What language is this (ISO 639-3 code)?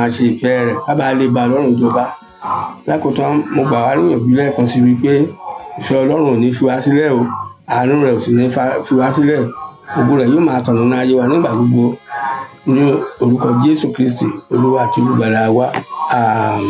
yor